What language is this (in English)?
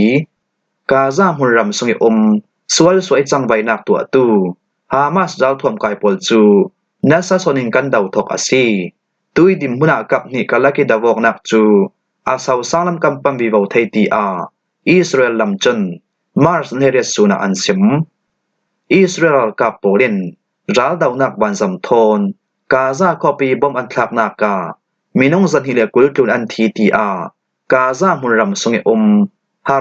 Falam Chin